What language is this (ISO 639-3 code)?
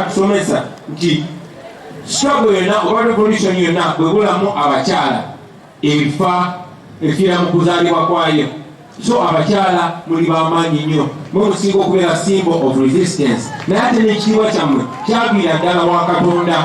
lug